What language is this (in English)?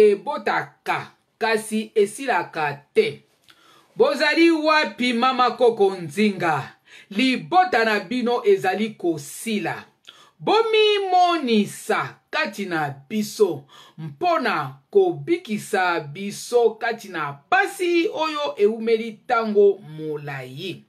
Lingala